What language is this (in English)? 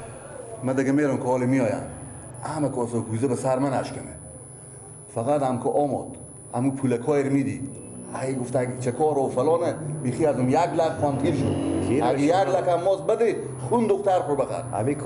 Persian